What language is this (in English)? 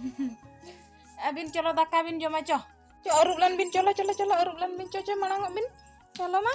Santali